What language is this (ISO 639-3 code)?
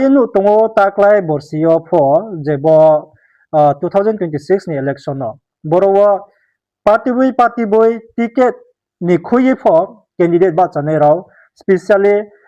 ria